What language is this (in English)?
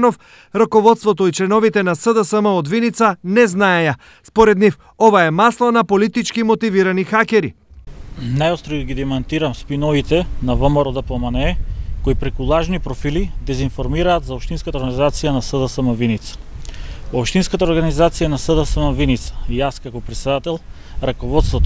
Macedonian